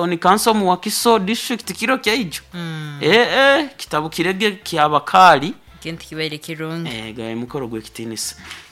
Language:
Nyoro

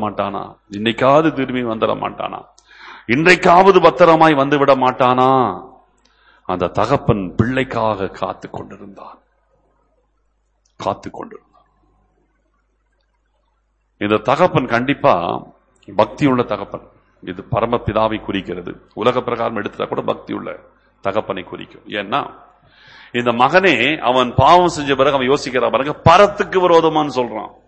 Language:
Tamil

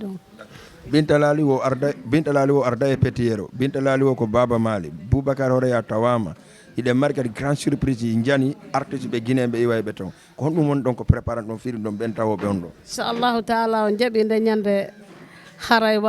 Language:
Fula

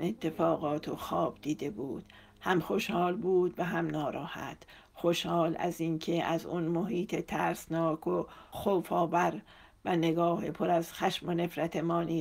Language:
Persian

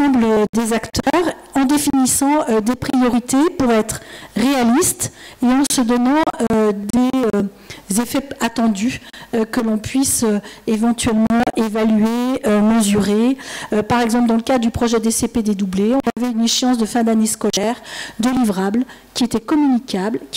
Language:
French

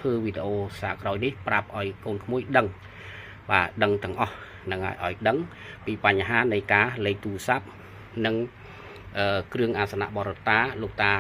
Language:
Khmer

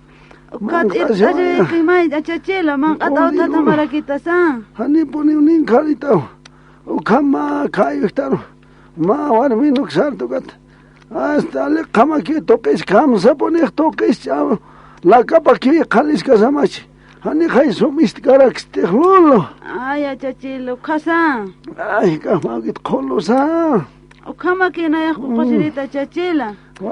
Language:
Aymara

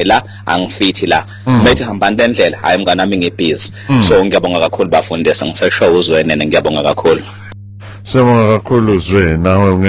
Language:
Zulu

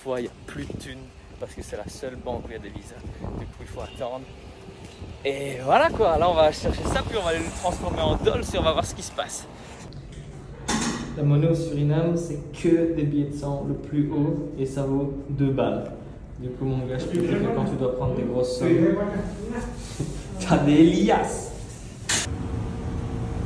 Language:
French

